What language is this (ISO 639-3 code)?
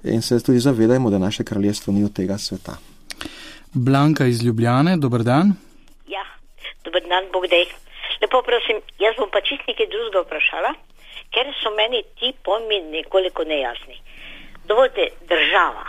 slv